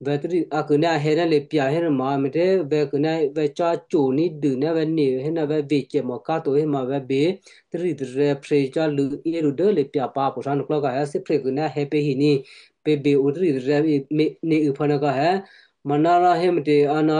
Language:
Western Kayah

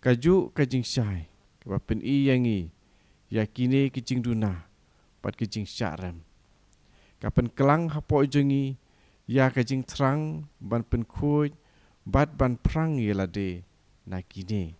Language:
Khasi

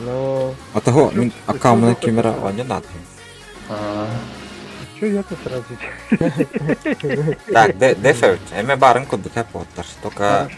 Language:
Yakut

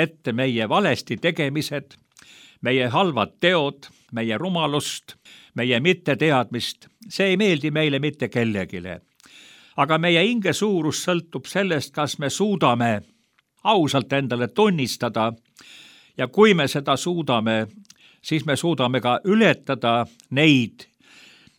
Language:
Estonian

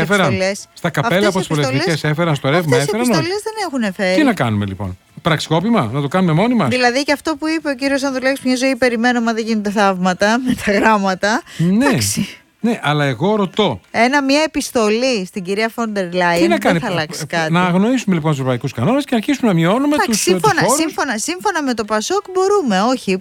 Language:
Greek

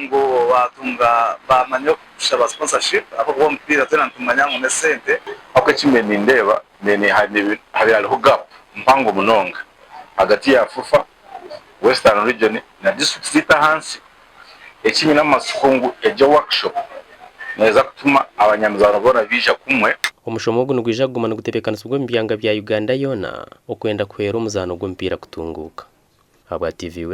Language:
Nyankole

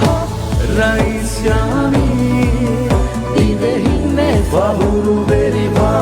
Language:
Divehi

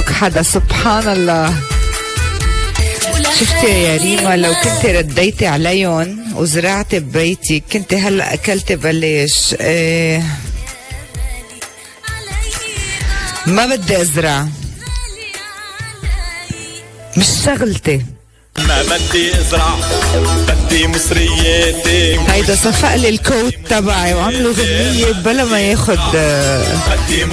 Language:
North Levantine Arabic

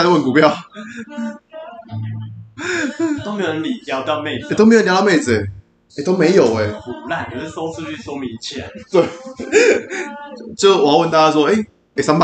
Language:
Chinese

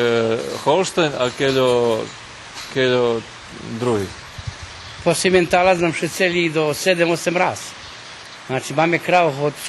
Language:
Rusyn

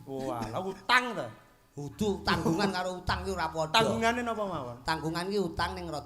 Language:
Javanese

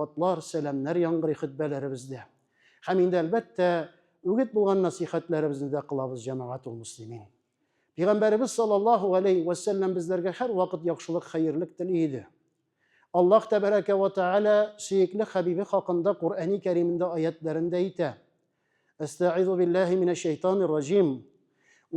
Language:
Tatar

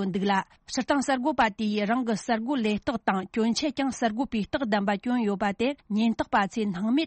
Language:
Tibetan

